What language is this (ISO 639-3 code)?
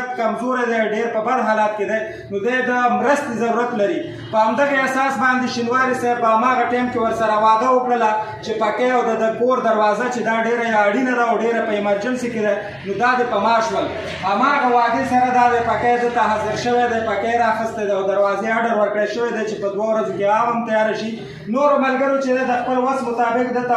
pus